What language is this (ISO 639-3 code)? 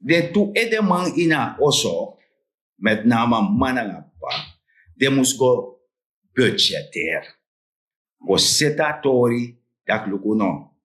srn